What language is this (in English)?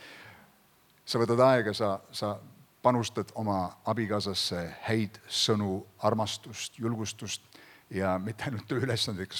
Estonian